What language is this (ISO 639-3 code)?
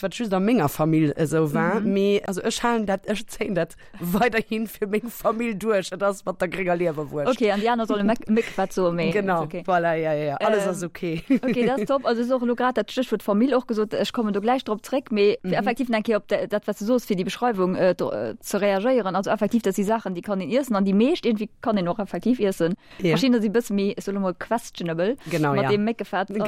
ltz